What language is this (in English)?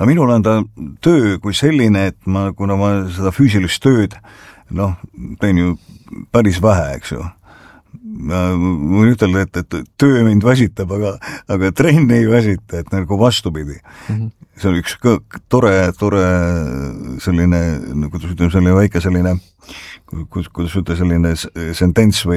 Estonian